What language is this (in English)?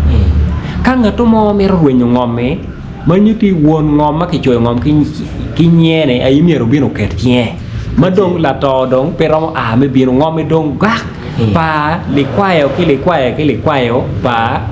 Acoli